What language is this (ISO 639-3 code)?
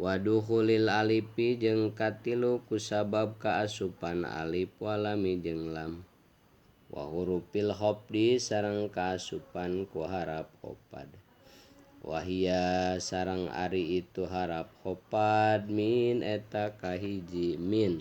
sun